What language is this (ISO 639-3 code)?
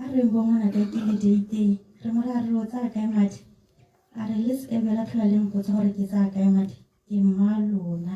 tsn